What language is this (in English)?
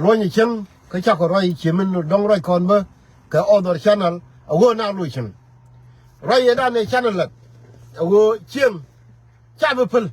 Nuer